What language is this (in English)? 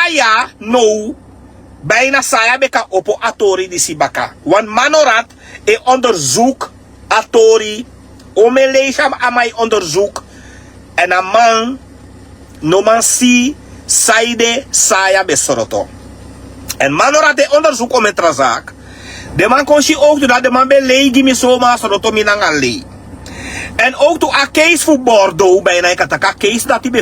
Sranan Tongo